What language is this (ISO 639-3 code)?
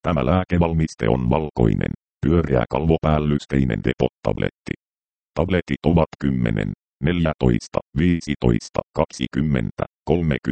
fin